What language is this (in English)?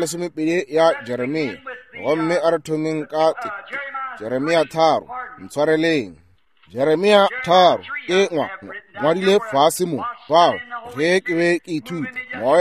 Northern Sotho